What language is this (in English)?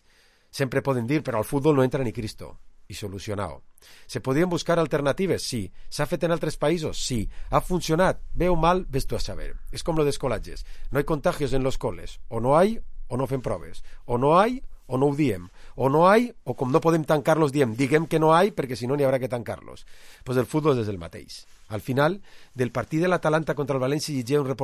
Catalan